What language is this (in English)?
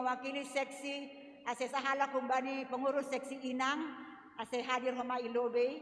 Batak Simalungun